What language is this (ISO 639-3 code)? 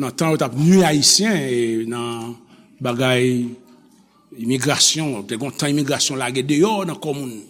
hat